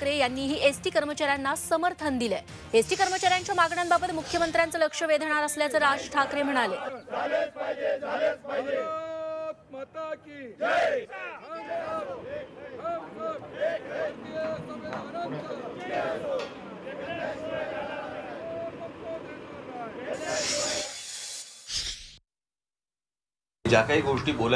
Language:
Marathi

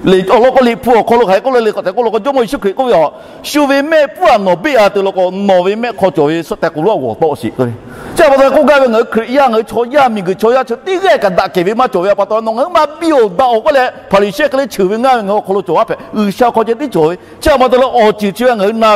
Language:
Lahu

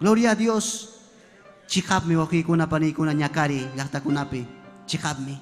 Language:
Ayacucho Quechua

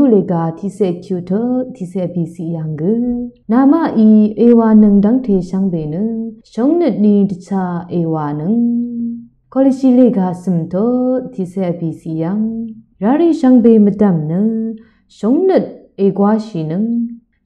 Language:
Rawang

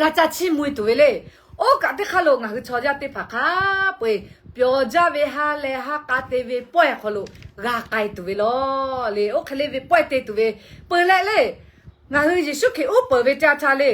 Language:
Lahu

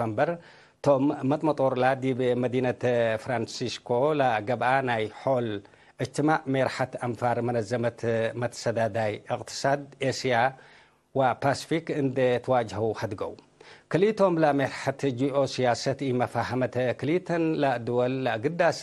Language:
Tigre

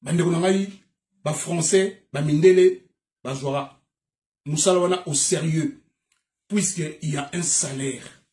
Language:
Lingala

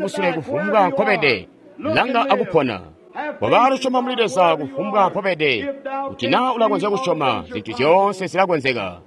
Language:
Tonga (Zambia)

